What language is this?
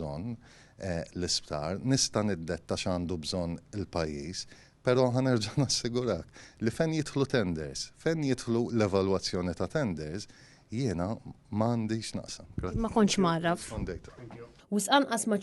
Maltese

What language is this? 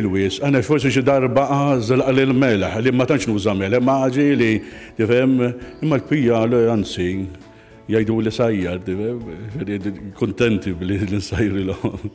Maltese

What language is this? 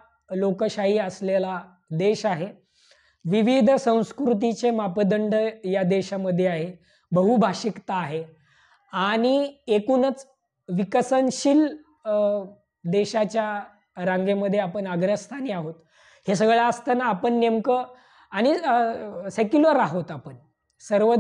Marathi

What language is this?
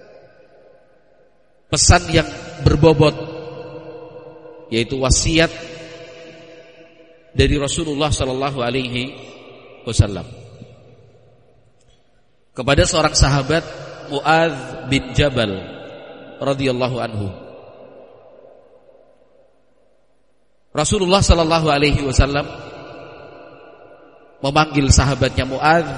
Indonesian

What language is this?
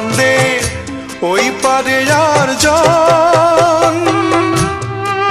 Bangla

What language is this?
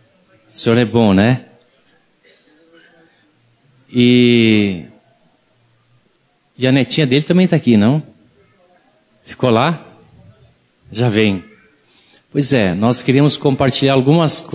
Portuguese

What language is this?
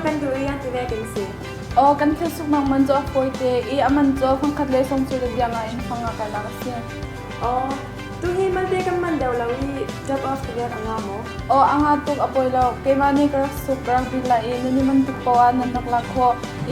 Falam Chin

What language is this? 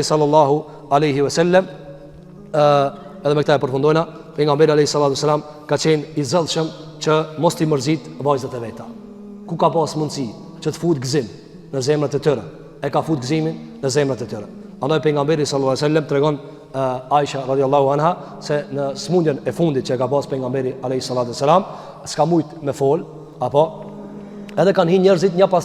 Albanian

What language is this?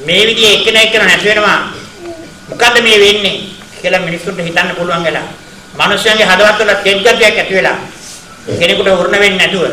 Sinhala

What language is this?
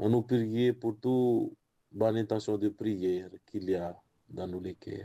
Morisyen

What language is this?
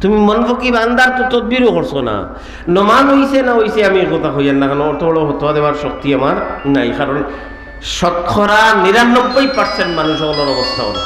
Sylheti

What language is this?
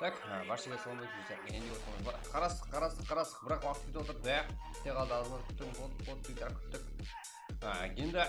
Kara-Kalpak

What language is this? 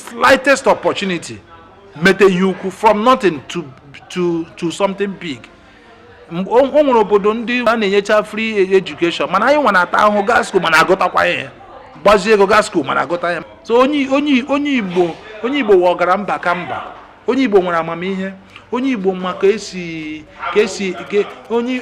Igbo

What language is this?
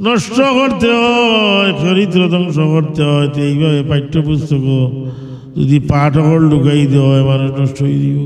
Sylheti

